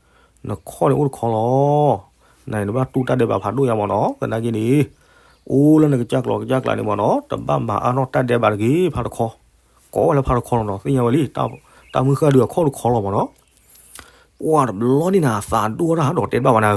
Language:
S'gaw Karen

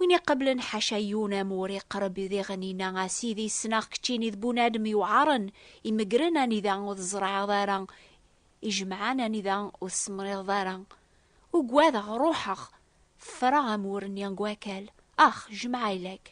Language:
Kabyle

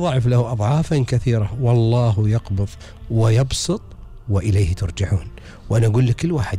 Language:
Gulf Arabic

